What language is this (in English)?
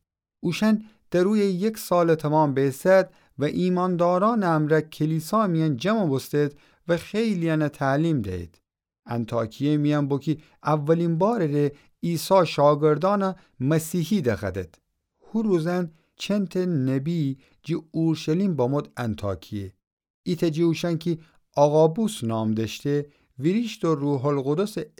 Gilaki